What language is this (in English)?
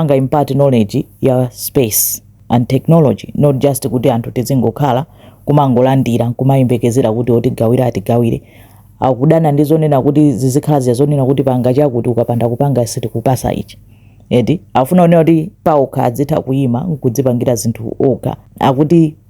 Nyanja